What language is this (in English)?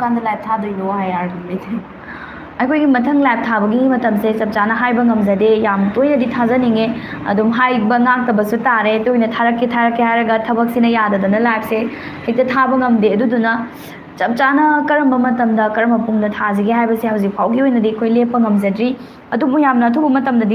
Manipuri